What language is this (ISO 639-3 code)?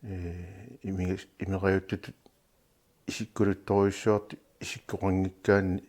kal